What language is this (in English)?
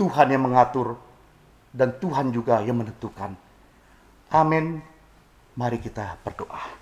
Batak Simalungun